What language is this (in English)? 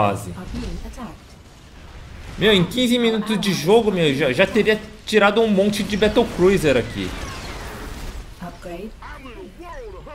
Portuguese